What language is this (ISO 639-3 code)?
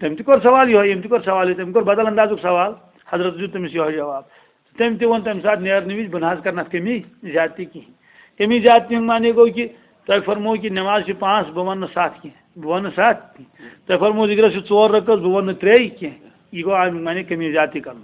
kas